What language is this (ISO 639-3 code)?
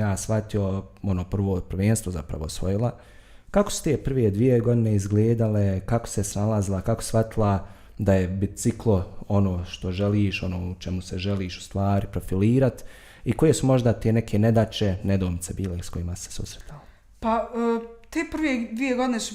bos